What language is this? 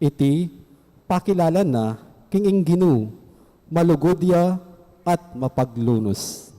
Pampanga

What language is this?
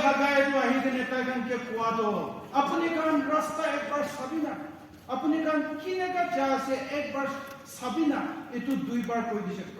Naga Pidgin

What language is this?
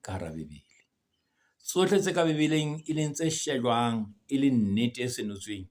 Southern Sotho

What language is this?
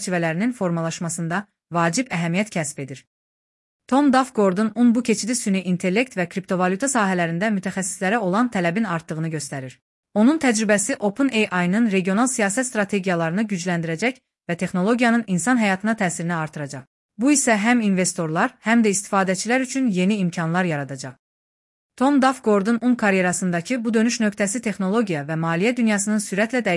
Azerbaijani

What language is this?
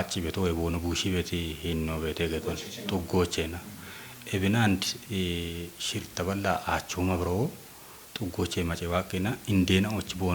Kafa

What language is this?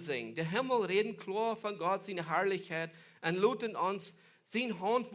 Plautdietsch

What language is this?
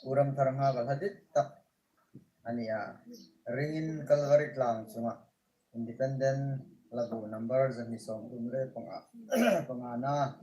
Hmar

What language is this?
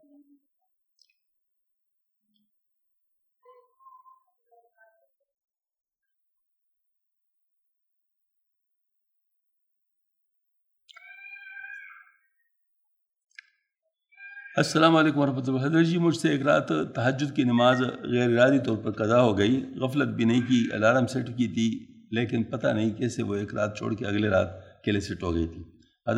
Urdu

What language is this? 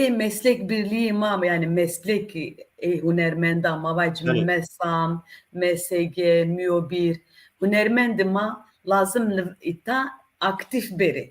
Zaza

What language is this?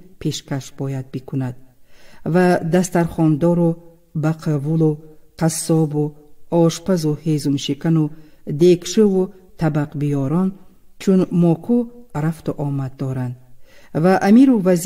Tajik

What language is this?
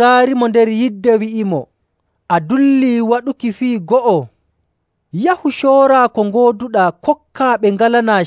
Nigerian Fulfulde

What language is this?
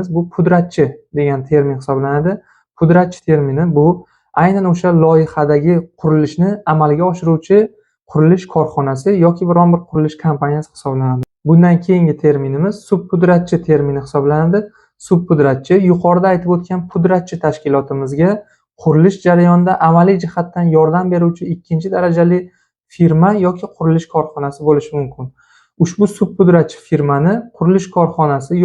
Uzbek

